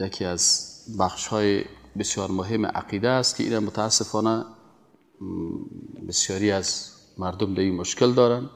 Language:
Persian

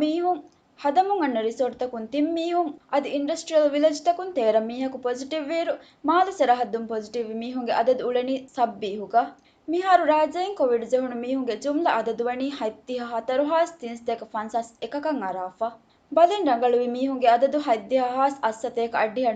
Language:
Divehi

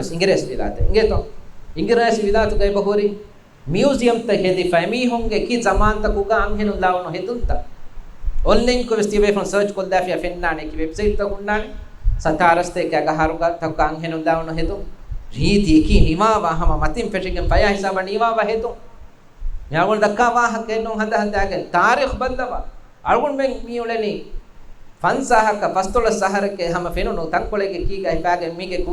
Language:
Divehi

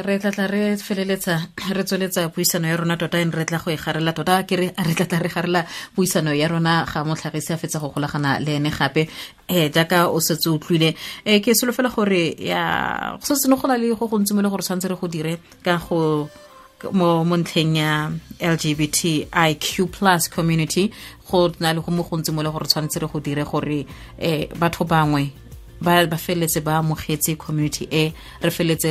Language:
Tswana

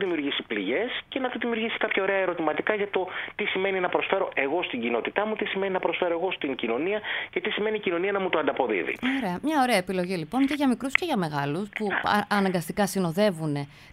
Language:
Greek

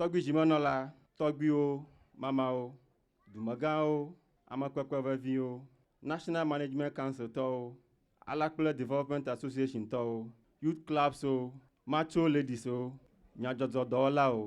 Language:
Ewe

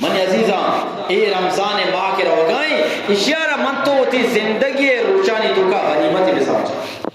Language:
Eastern Balochi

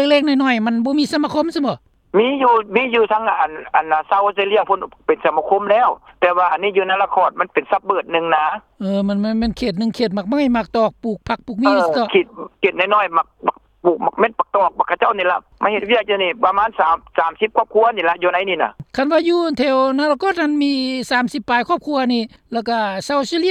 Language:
Lao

